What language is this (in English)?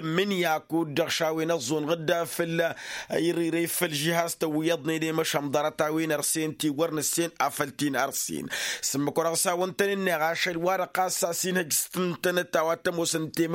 Tamasheq